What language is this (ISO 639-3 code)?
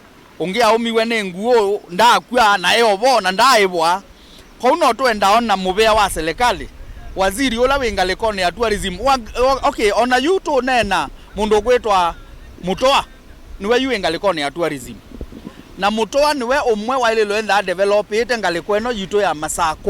kam